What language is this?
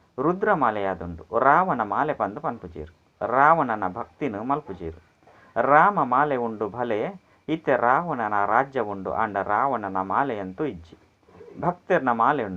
Tulu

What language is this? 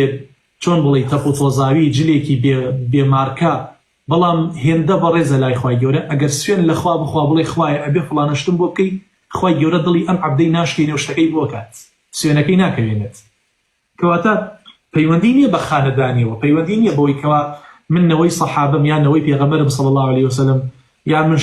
Central Kurdish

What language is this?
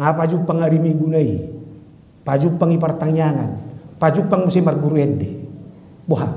Batak Toba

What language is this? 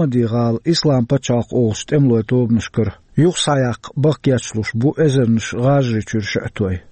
Chechen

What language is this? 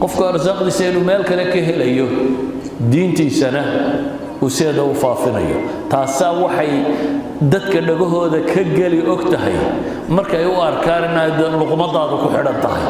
Somali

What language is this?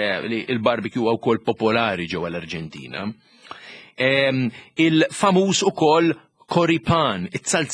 Maltese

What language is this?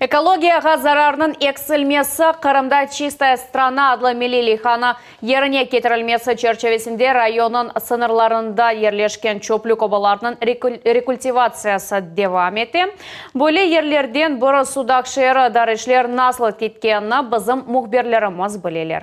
Crimean Tatar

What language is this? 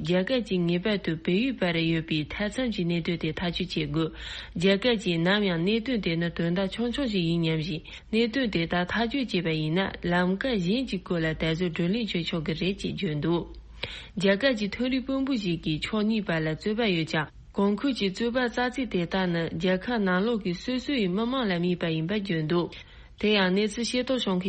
Tibetan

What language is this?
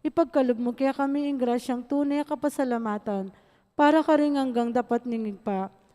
Pampanga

